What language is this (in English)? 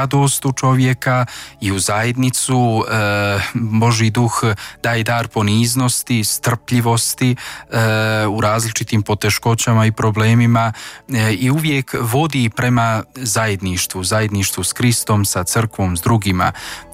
Croatian